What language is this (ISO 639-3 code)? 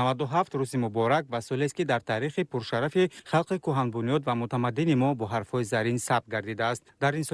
tgk